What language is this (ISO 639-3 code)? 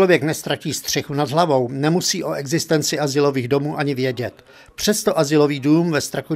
ces